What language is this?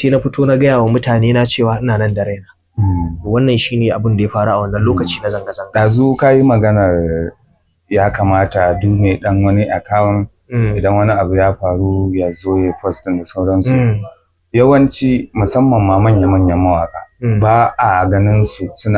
Hausa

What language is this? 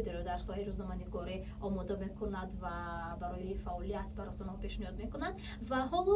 Tajik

